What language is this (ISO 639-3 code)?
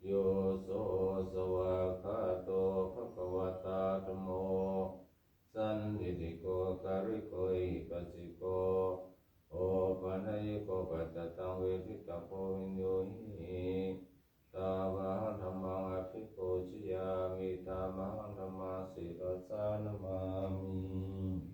pli